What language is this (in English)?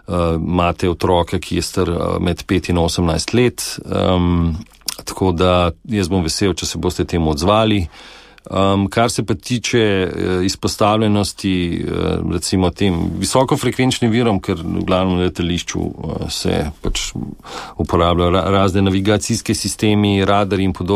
Slovenian